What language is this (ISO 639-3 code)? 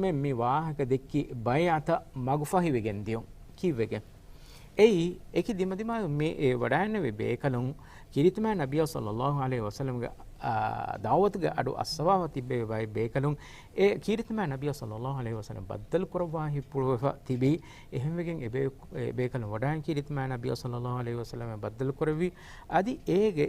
div